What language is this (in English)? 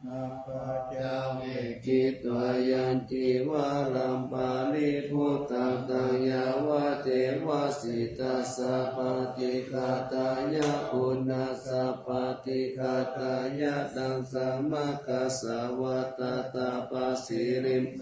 Pali